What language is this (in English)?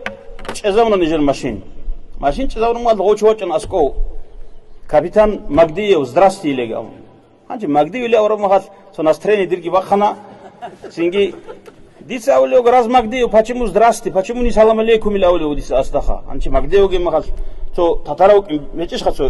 Avaric